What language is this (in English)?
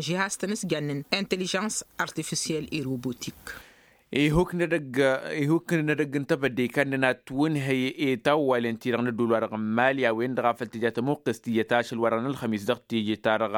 Tamasheq